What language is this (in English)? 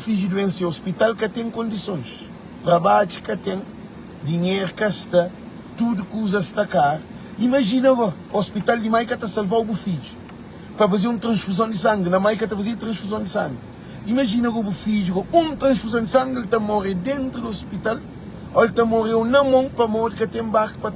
Kabuverdianu